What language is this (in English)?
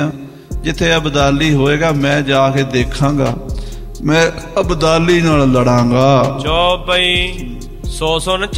Punjabi